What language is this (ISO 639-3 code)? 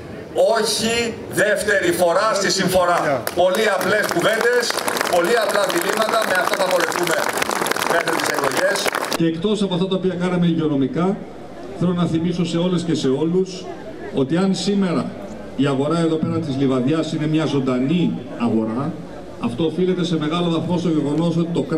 ell